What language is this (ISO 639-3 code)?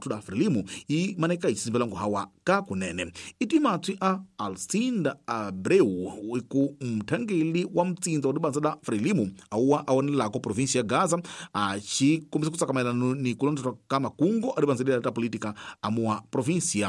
tso